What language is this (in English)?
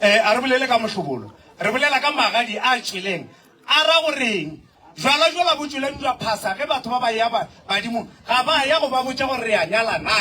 Northern Sotho